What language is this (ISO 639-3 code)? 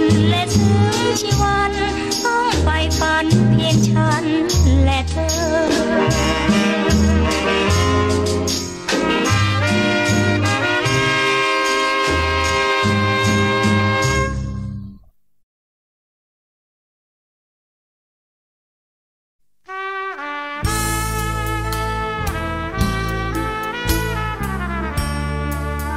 tha